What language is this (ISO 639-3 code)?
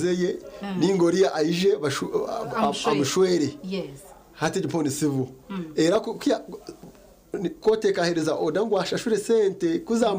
nyn